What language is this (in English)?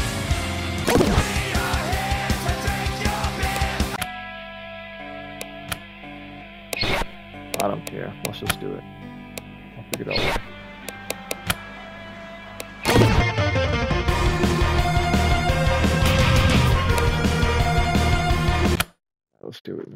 English